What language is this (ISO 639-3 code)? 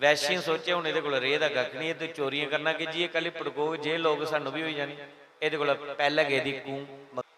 doi